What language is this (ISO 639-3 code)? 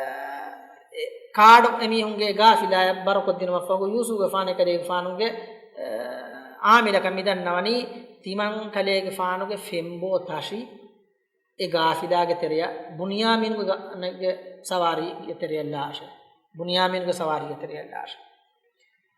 div